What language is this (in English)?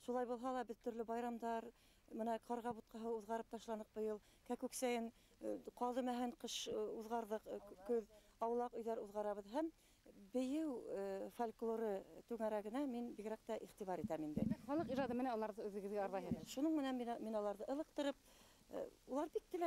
Bashkir